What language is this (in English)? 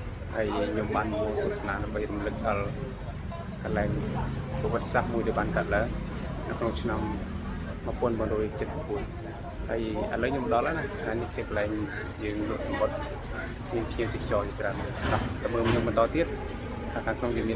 Khmer